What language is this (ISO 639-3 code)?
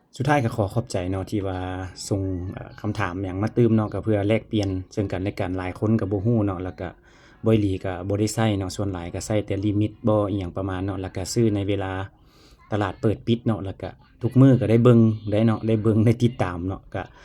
lao